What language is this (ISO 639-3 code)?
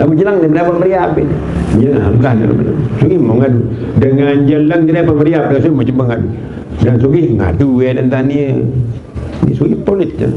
sas